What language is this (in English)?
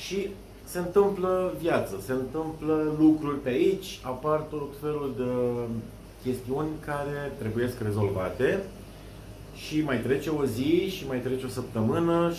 Romanian